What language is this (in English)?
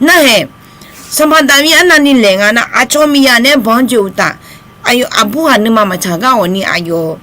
Akha